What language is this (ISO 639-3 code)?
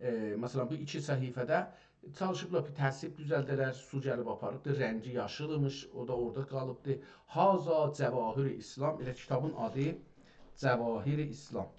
azb